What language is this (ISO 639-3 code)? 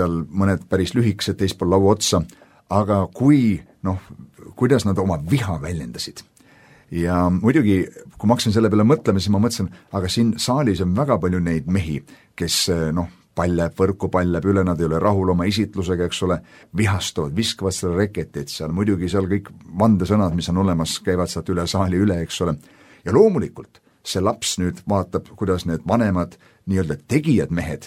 est